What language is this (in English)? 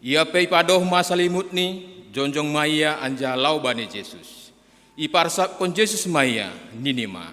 Batak Simalungun